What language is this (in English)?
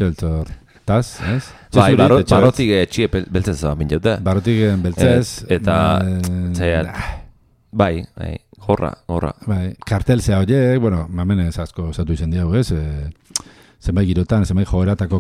Basque